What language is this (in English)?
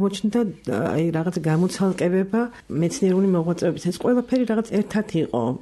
Georgian